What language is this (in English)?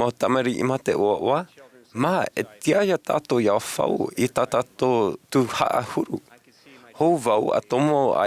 Tahitian